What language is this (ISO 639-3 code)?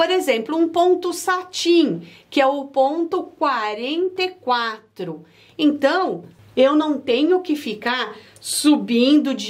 por